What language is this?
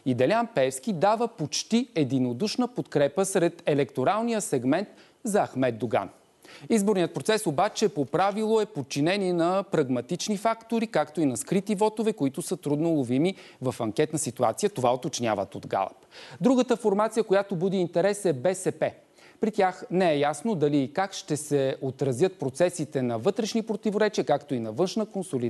Bulgarian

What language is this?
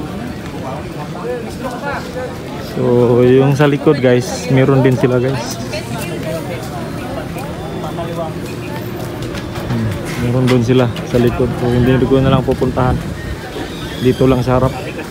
Filipino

